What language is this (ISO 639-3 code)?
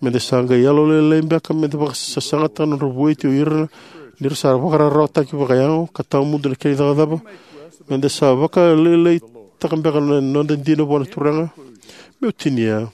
fij